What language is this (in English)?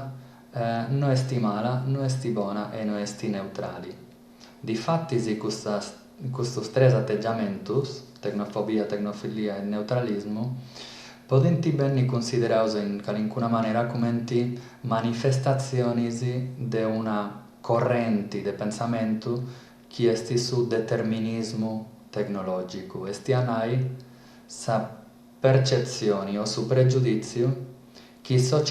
Sardinian